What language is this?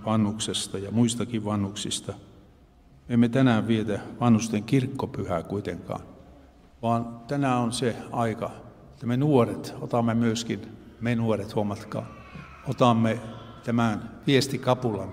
Finnish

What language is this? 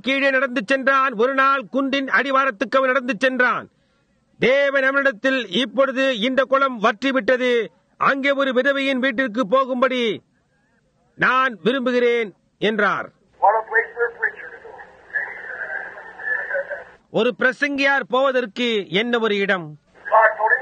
Tamil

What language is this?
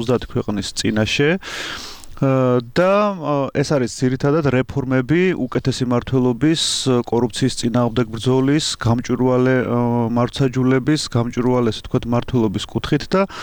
Georgian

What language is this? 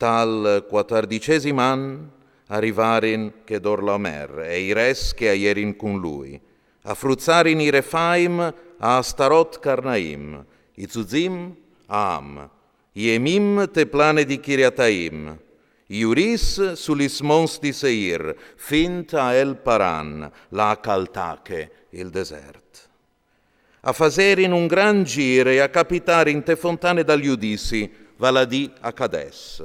Friulian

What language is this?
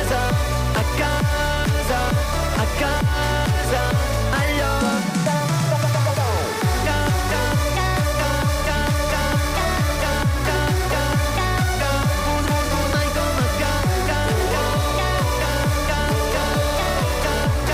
Catalan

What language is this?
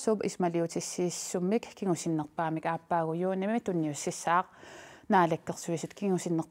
Kalaallisut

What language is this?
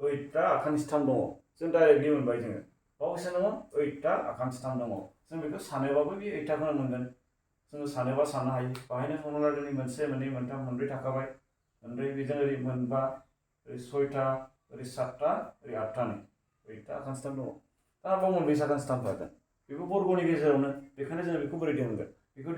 Bodo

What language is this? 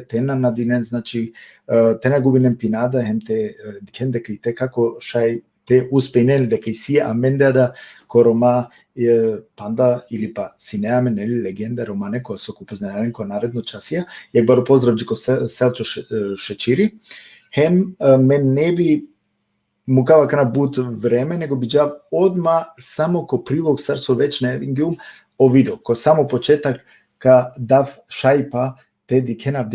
Balkan Romani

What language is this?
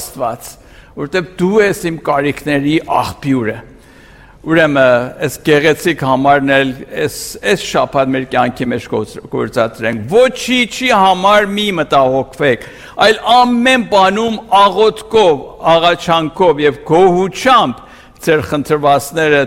Armenian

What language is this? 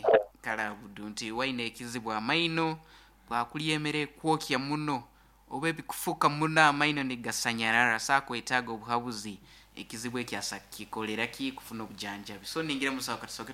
Nyankole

